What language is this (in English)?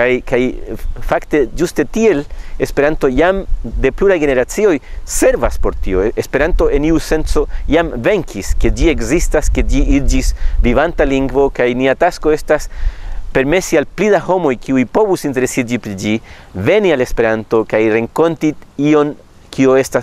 Esperanto